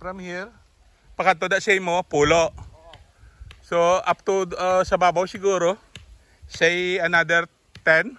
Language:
Hiligaynon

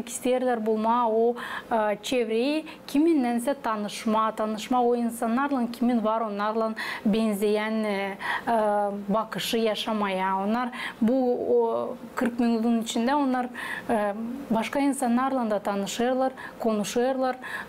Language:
Gagauz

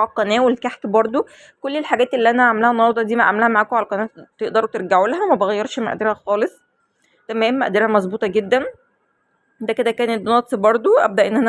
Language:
Egyptian Arabic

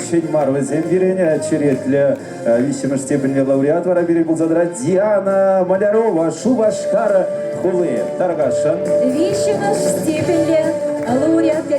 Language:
Chuvash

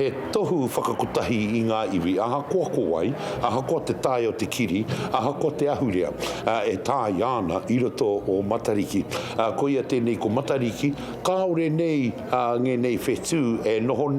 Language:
Māori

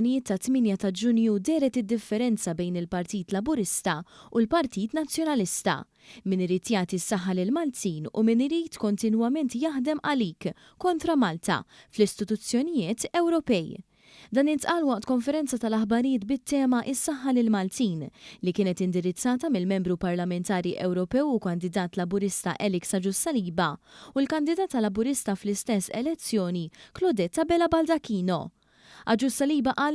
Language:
Maltese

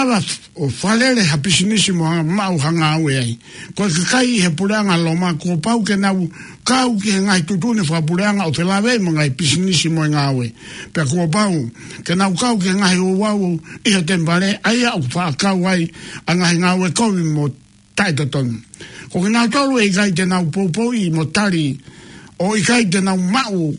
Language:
Tongan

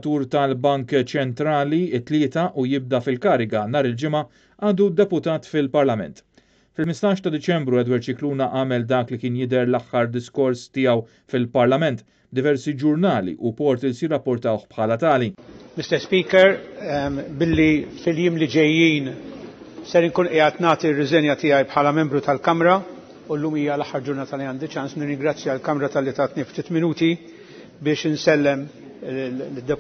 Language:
Maltese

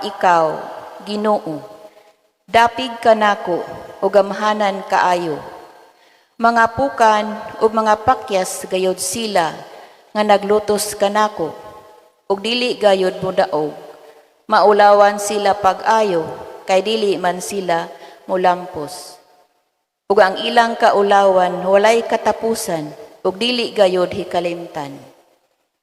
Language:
Cebuano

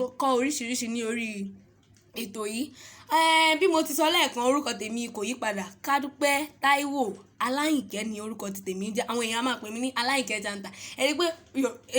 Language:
Yoruba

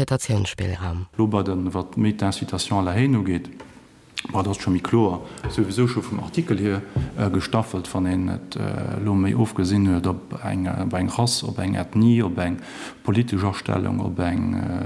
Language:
Luxembourgish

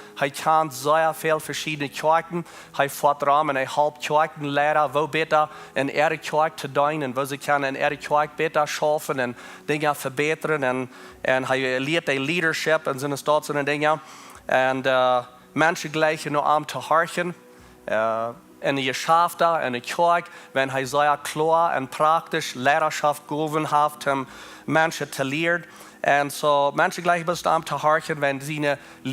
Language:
Plautdietsch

